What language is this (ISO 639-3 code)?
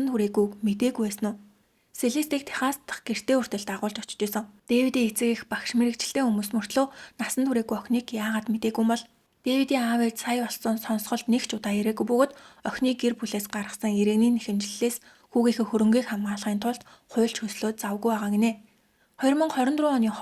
mon